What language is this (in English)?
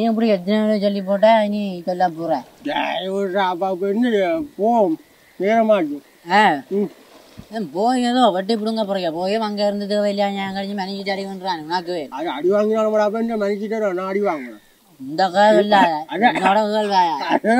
Tamil